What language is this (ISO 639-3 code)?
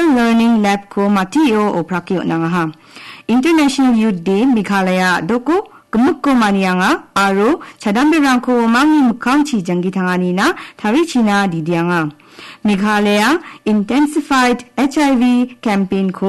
grt